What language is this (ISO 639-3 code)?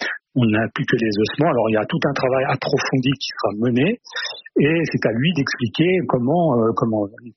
fra